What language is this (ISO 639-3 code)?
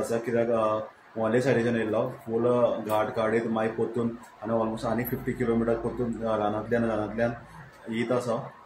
kok